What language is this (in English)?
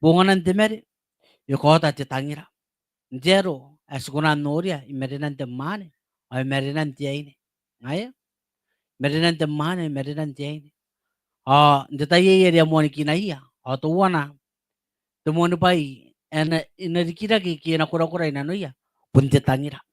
Gilbertese